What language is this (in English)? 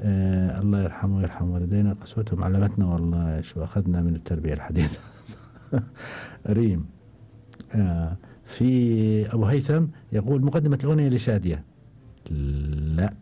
Gulf Arabic